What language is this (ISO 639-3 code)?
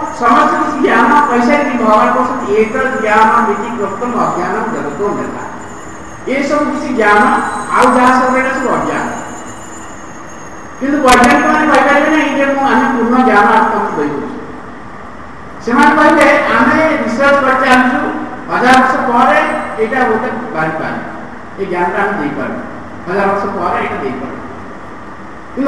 ori